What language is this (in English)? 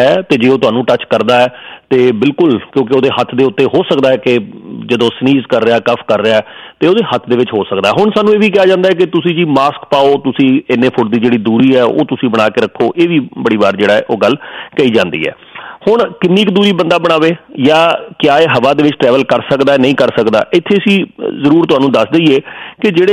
Punjabi